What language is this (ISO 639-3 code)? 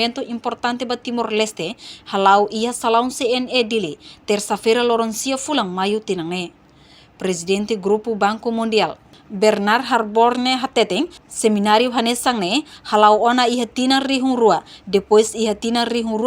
tet